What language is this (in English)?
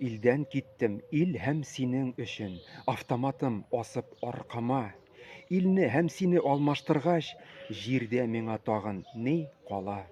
Tatar